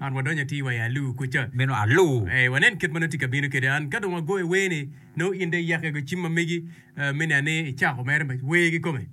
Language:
Acoli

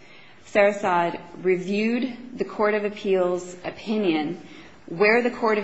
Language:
English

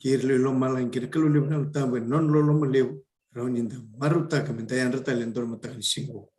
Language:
Fijian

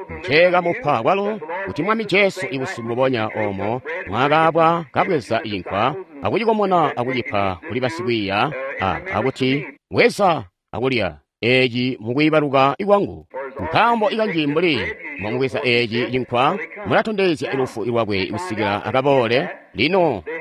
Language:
Tonga (Zambia)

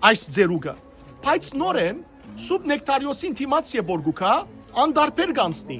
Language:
Western Armenian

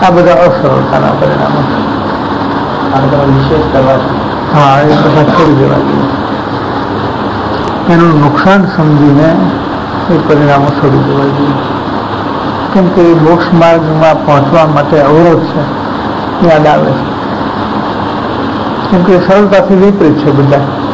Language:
Gujarati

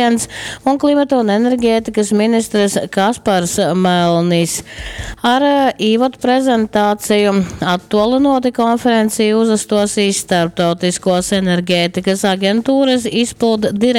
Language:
Latgalian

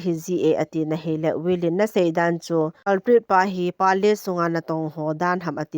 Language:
Thado Chin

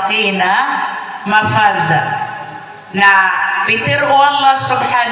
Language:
Maranao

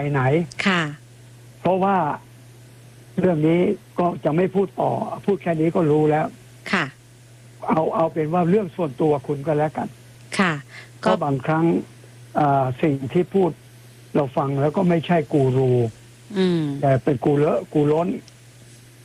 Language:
Thai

